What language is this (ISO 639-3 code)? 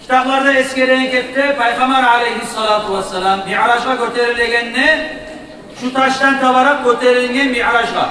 kum